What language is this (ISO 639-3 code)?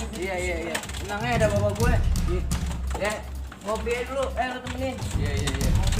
bew